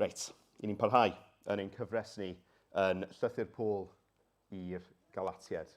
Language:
Welsh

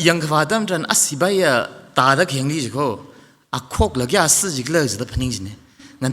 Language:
Tangkhul Naga (India)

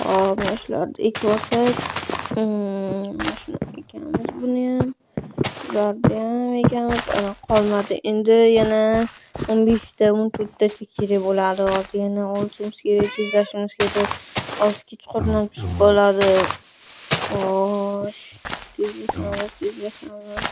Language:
Uzbek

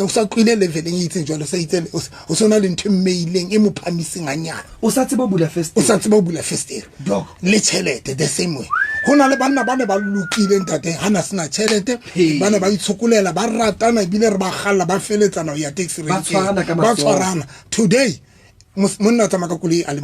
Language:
Southern Sotho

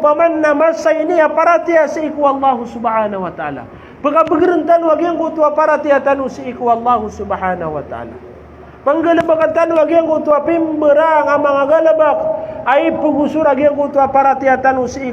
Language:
Maranao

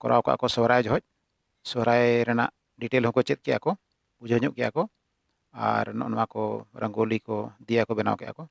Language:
Santali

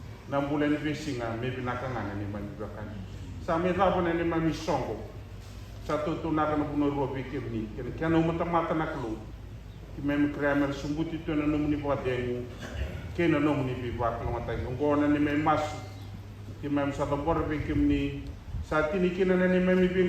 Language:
Fijian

